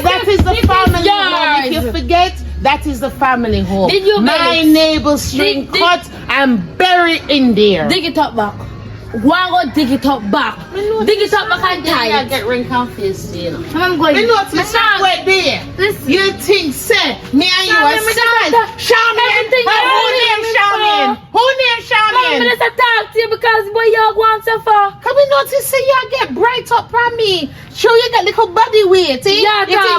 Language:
Jamaican Creole English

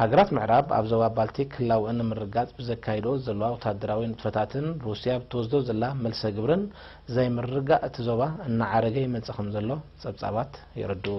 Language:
Tigrinya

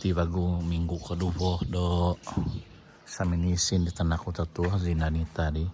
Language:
Central Dusun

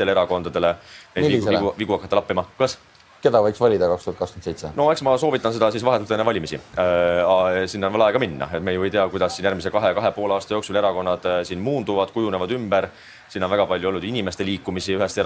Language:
Estonian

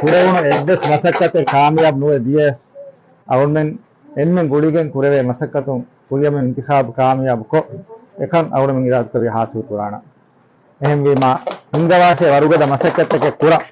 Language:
Divehi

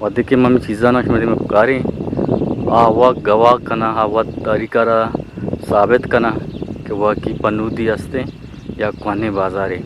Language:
Eastern Balochi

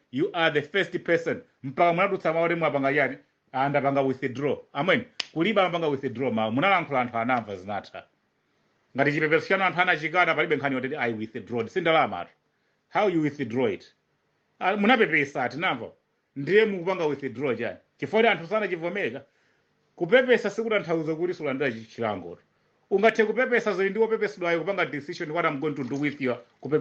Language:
Nyanja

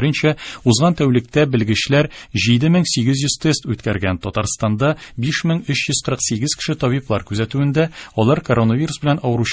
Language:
Tatar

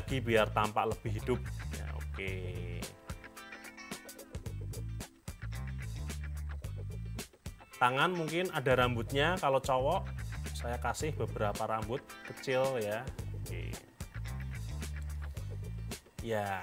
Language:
Indonesian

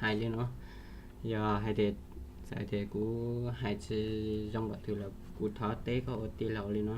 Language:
Hmong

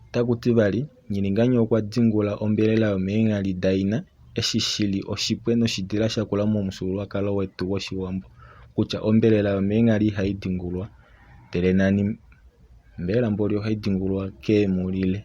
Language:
Kuanyama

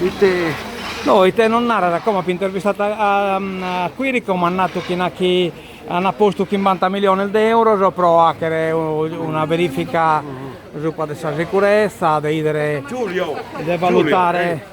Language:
Sardinian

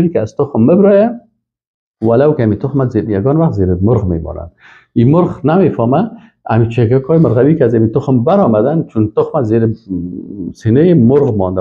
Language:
Persian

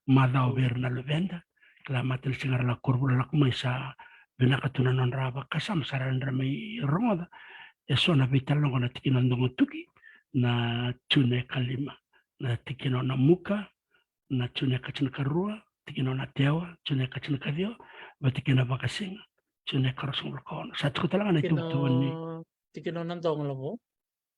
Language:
Fijian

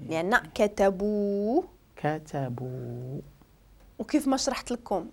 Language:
Moroccan Arabic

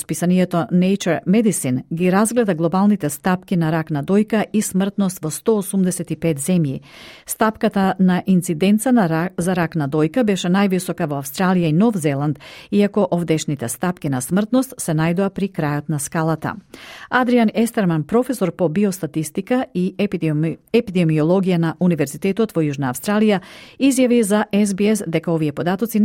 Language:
Macedonian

